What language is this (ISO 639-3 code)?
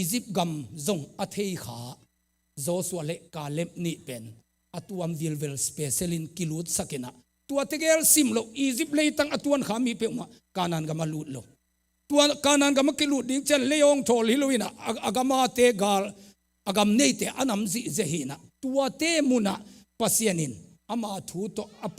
ctd